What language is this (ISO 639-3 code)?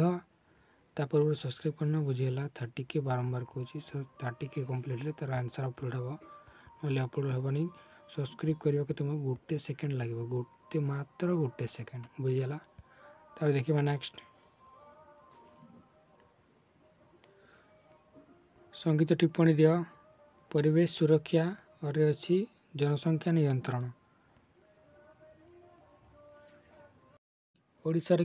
ori